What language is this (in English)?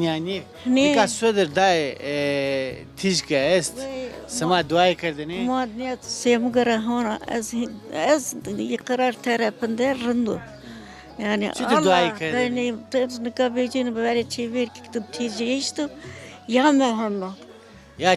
Zaza